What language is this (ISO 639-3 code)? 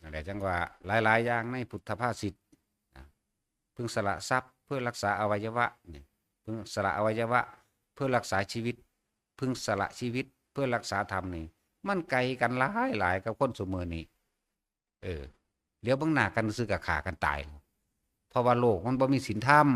tts